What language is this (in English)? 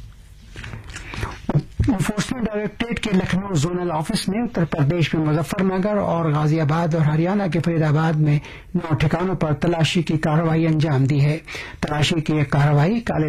Urdu